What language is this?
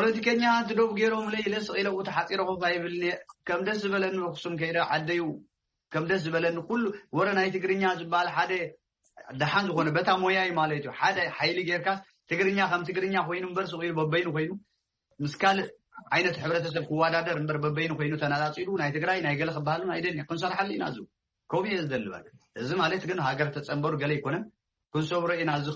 Tigrinya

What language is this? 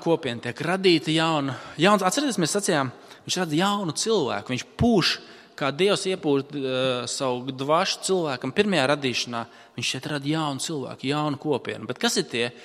Latvian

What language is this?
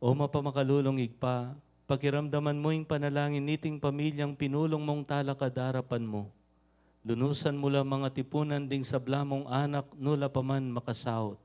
Pampanga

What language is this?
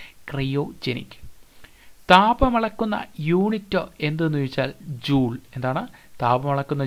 Malayalam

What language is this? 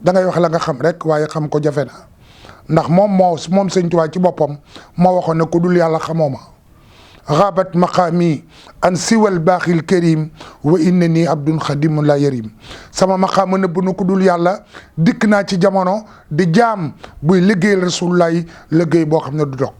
Wolof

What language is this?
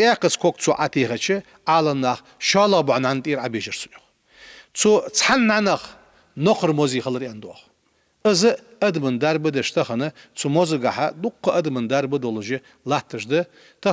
Ingush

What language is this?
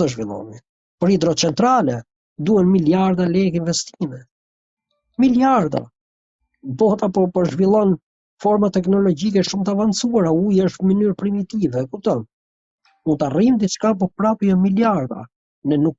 Albanian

